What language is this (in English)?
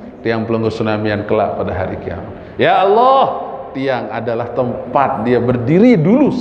Sasak